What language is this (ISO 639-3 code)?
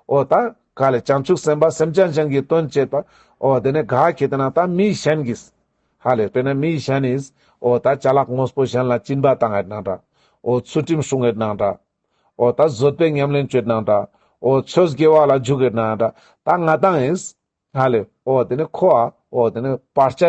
lbj